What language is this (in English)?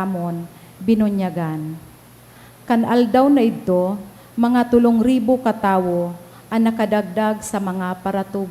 Bikol